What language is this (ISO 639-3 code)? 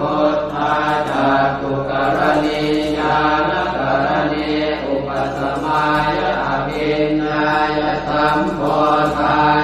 pli